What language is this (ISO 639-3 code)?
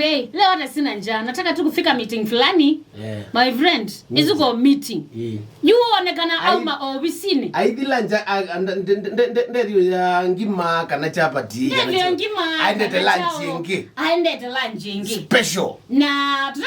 kam